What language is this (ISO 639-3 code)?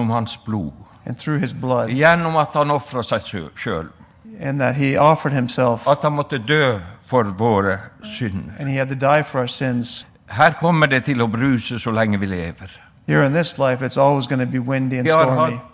nor